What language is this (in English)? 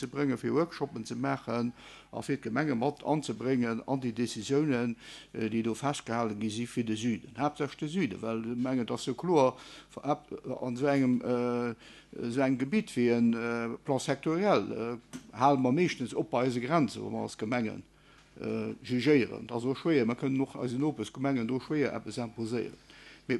Luxembourgish